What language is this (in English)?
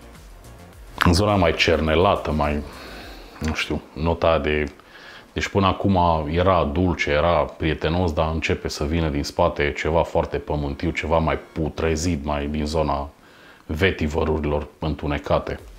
Romanian